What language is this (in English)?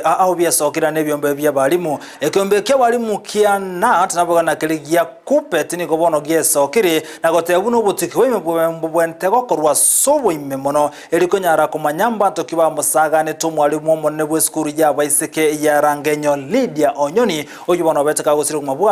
Gusii